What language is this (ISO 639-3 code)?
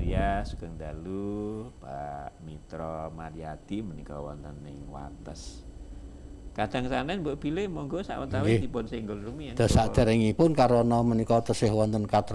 jav